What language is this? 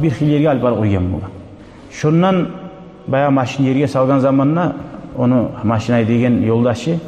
Kumyk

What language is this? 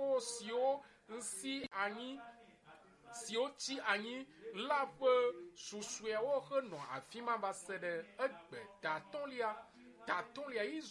Ewe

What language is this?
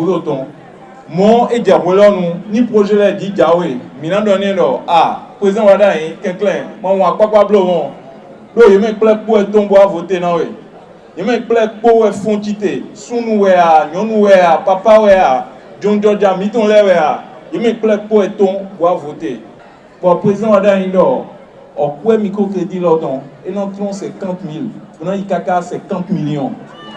Fon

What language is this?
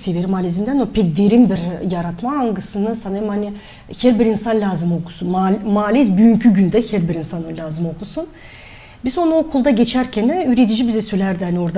Gagauz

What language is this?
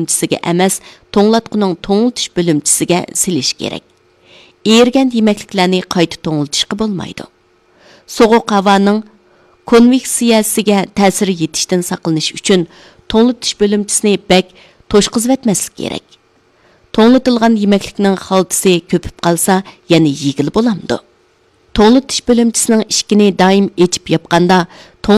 Uyghur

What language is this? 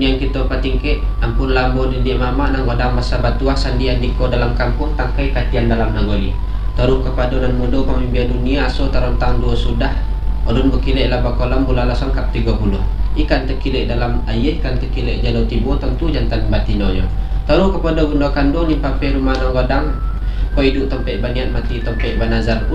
Minangkabau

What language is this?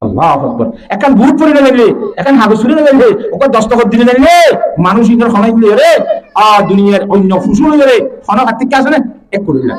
Rohingya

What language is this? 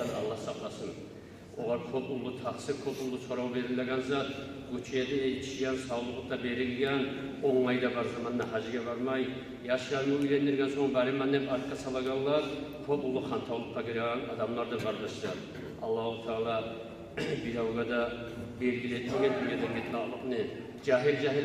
Kumyk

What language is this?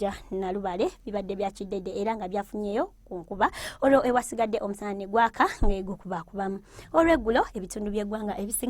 Ganda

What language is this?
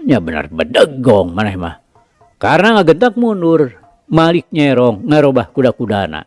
Sundanese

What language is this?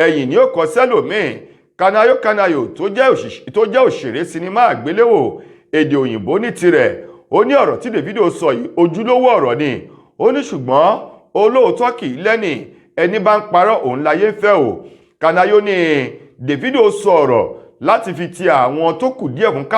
Yoruba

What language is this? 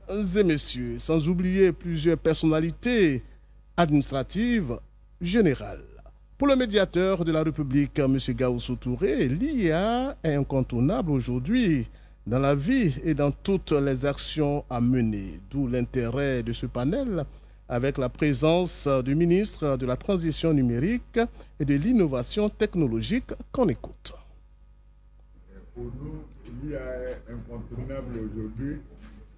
French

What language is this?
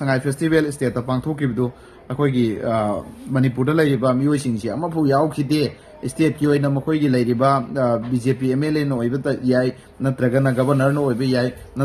Manipuri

